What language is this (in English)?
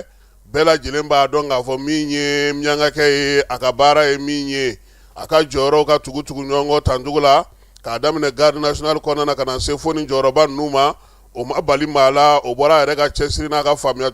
Bambara